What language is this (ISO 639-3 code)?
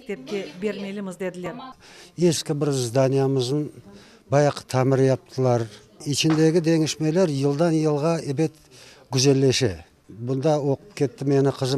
crh